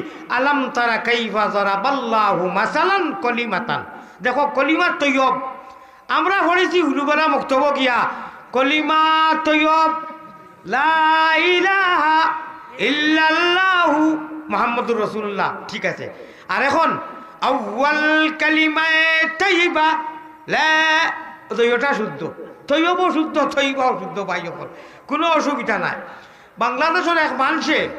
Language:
Sylheti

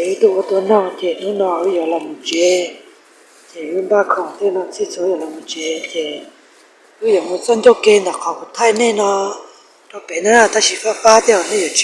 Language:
Hmong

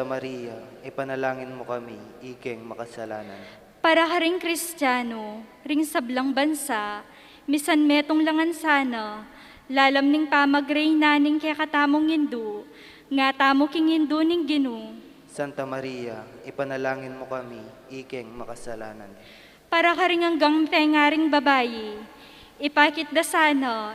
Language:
Pampanga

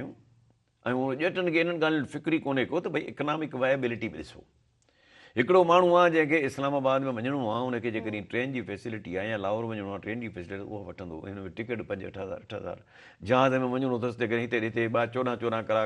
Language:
Sindhi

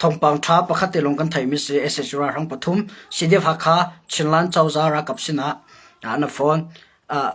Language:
Hakha Chin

